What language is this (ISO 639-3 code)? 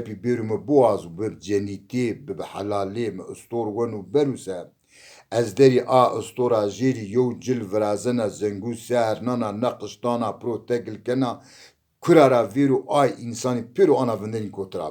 zza